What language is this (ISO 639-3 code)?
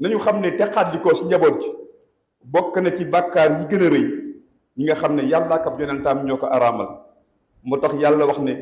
wol